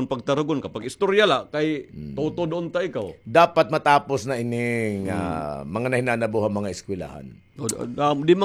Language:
Waray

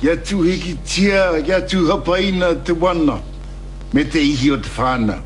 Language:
Māori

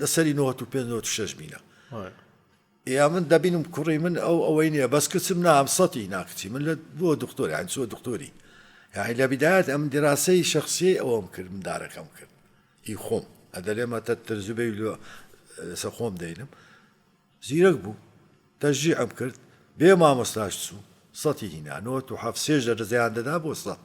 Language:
Central Kurdish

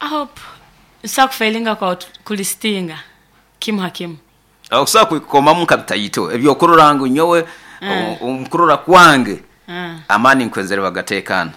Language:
Nyoro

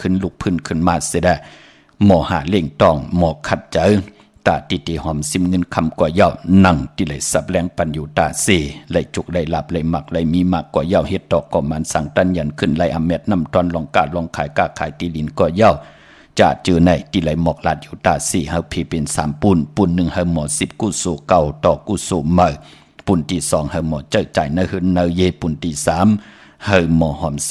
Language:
Shan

